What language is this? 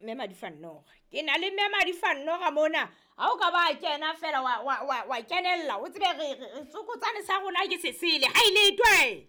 Southern Sotho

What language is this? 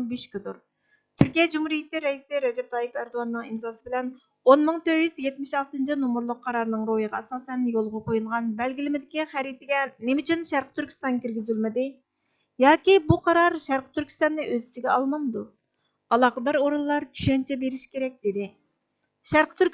Uyghur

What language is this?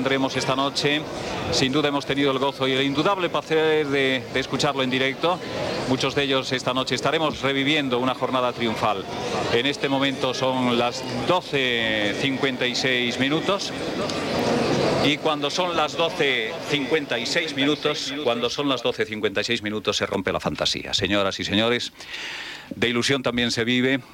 Spanish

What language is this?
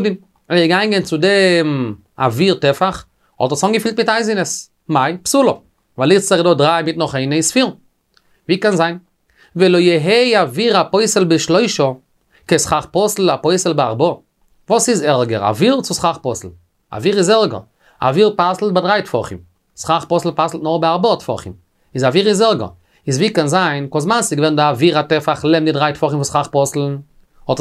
Yiddish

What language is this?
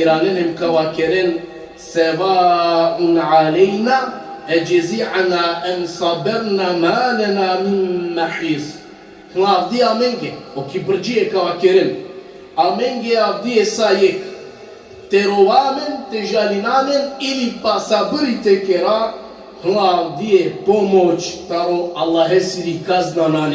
Balkan Romani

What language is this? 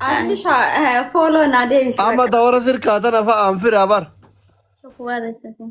Oromo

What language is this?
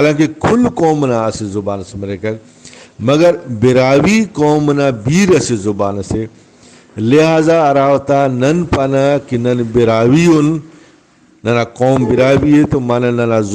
Brahui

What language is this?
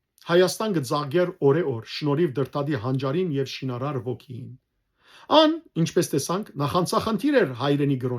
Western Armenian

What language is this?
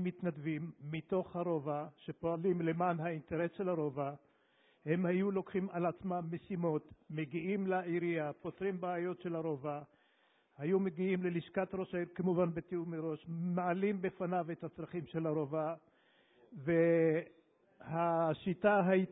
Hebrew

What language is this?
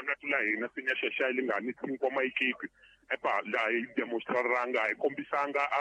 Tsonga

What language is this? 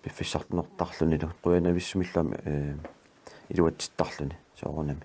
Kalaallisut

